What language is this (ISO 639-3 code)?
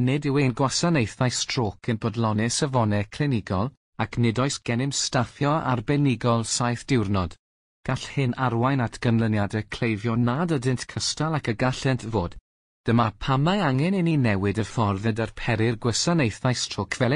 cym